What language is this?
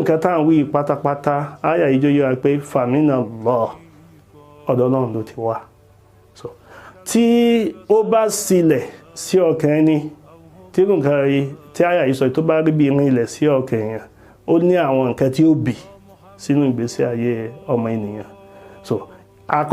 Yoruba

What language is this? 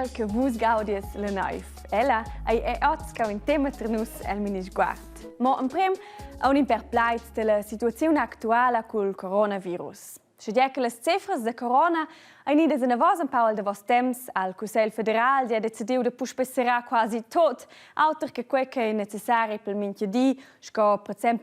Romansh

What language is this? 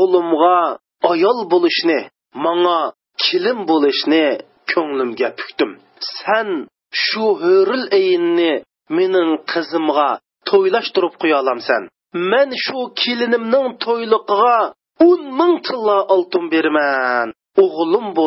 Uyghur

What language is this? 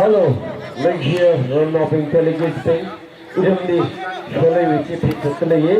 Tangkhul Naga (India)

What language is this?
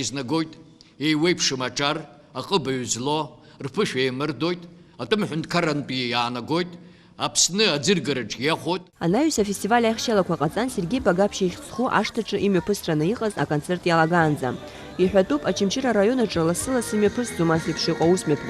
Abkhazian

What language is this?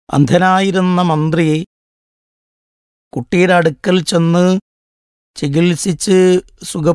Malayalam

